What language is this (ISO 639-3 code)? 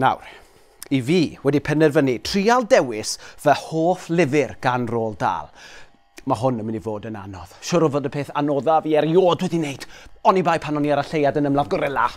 cym